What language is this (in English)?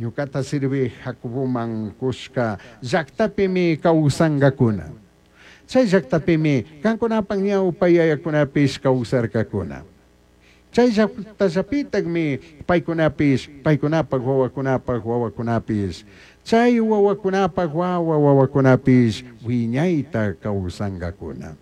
Chimborazo Highland Quichua